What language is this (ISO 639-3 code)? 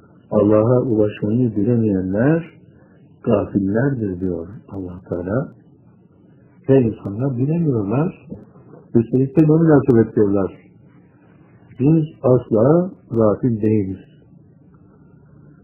tur